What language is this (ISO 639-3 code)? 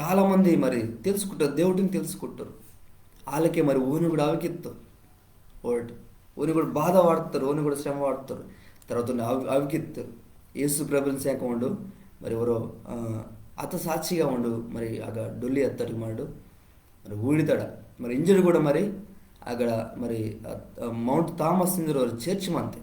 kff